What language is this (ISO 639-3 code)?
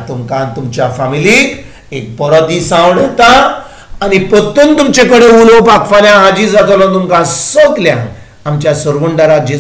kok